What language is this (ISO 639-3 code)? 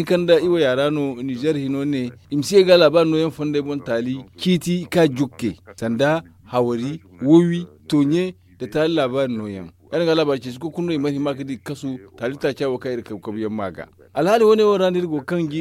dje